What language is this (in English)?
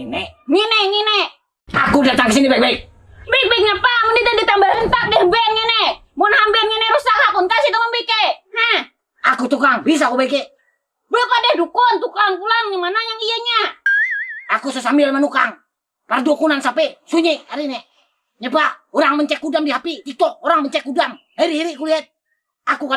Banjar